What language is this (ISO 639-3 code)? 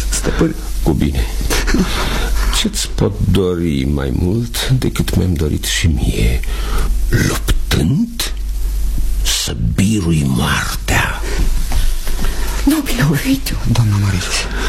ron